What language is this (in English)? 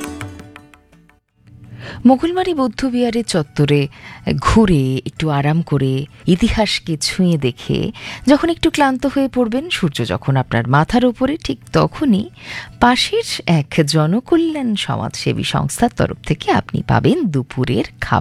Bangla